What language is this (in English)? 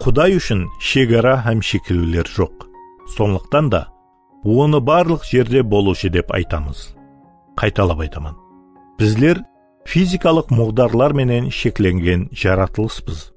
Kara-Kalpak